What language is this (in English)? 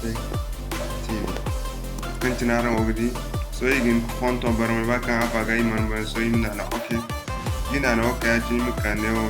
Zarma